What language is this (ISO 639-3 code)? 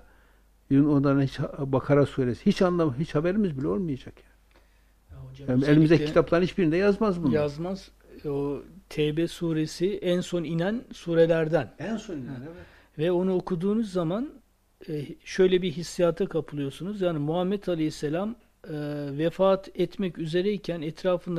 tur